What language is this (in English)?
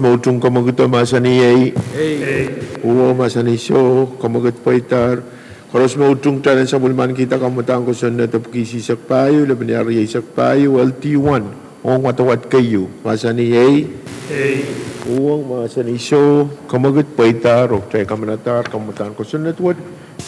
Pohnpeian